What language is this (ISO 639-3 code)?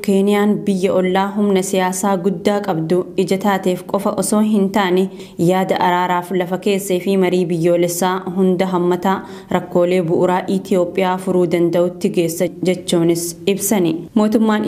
orm